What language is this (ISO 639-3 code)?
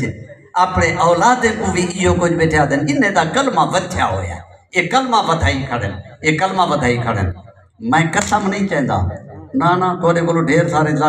skr